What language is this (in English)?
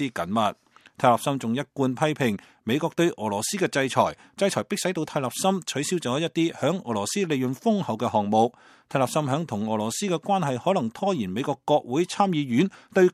Cantonese